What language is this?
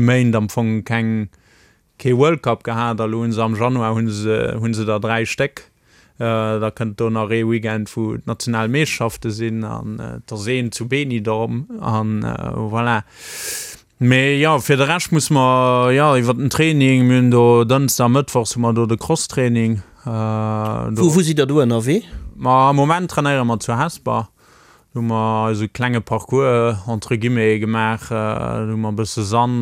Luxembourgish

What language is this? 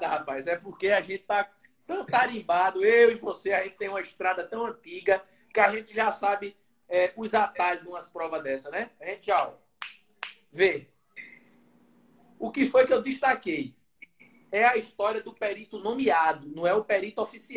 Portuguese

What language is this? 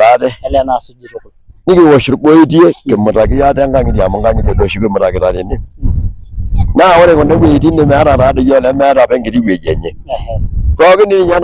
Masai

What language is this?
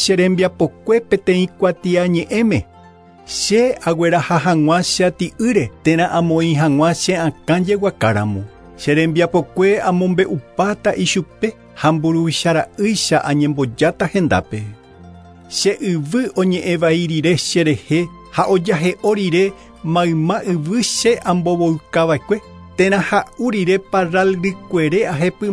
Guarani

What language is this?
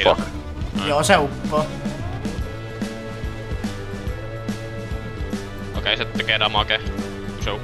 Finnish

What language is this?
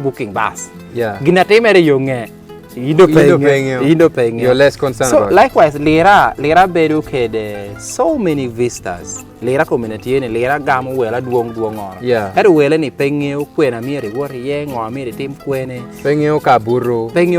Lango (Uganda)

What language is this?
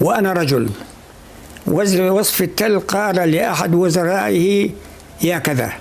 North Levantine Arabic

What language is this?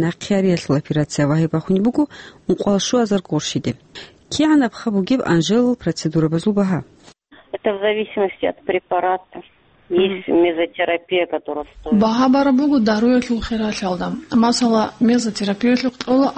Avaric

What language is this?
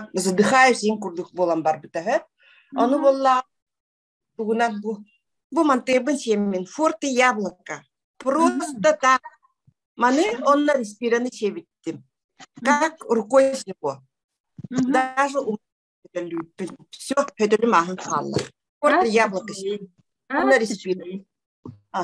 Yakut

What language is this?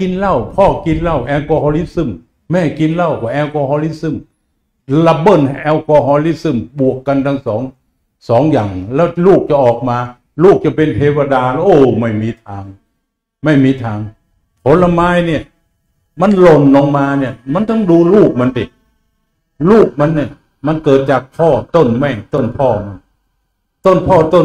Thai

